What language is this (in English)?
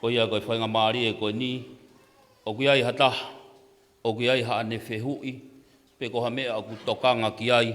Tongan